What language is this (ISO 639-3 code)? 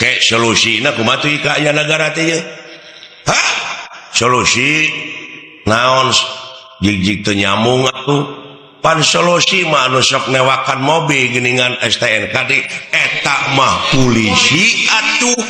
sun